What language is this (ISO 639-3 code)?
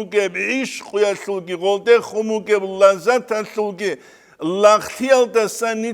ava